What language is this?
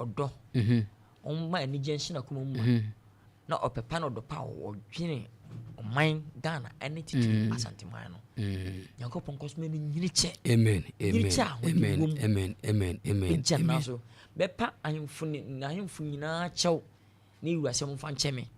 Akan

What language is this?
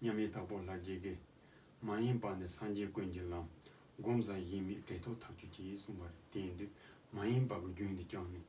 Tibetan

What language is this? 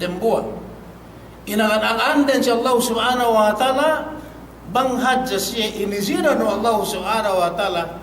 Yakan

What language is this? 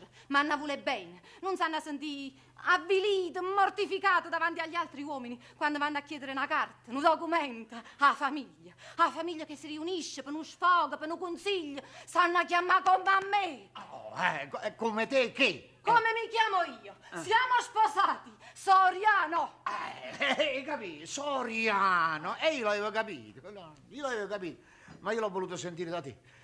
Neapolitan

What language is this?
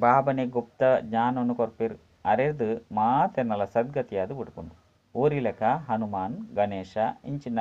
Tulu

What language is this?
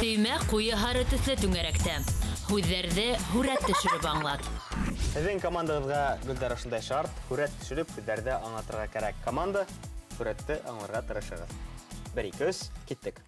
Bashkir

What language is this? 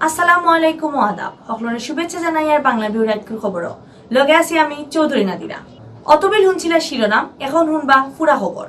Sylheti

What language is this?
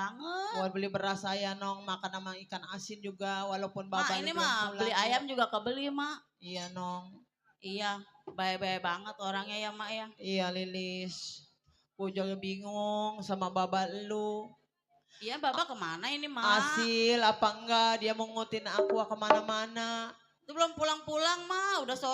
Betawi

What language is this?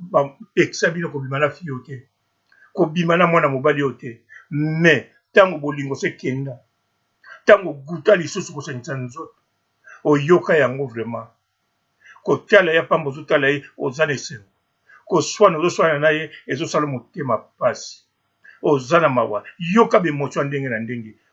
Lingala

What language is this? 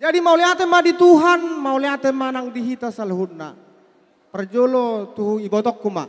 Batak Toba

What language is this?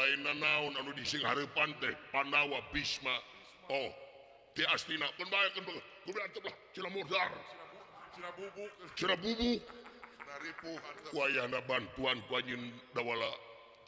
Sundanese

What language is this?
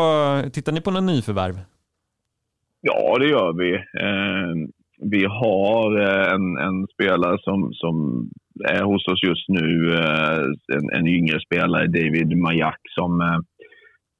Swedish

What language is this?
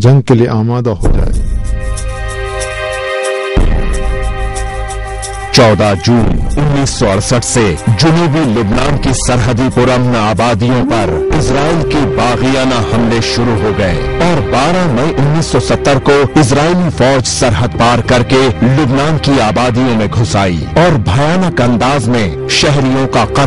Urdu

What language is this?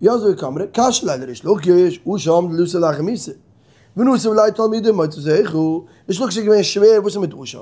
Yiddish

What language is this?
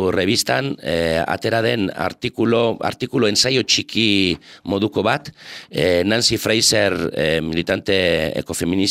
Basque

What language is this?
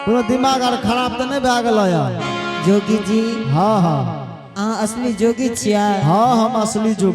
Angika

